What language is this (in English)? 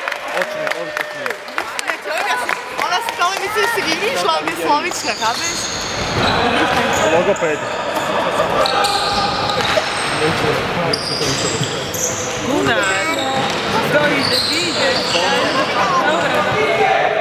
Slovak